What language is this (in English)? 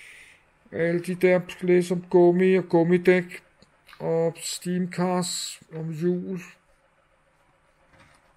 Danish